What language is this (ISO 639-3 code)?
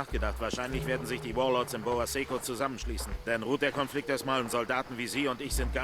bar